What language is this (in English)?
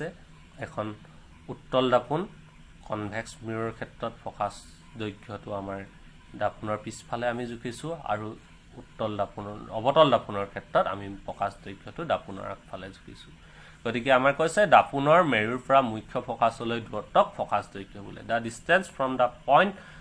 Assamese